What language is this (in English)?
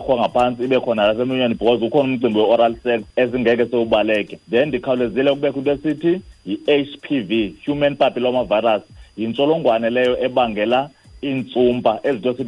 Xhosa